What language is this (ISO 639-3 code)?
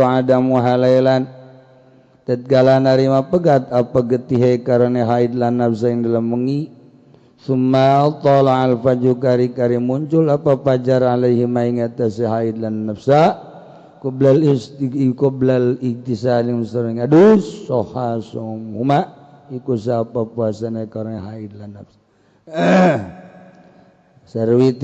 sun